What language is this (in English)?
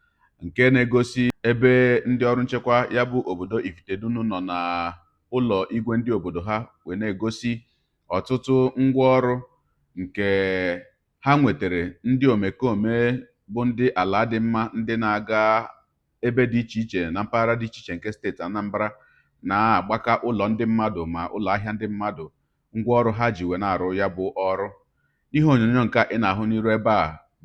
Igbo